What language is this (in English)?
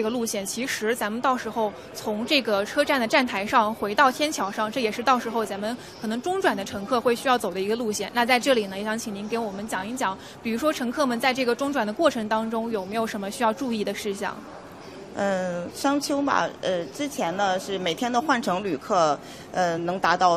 Chinese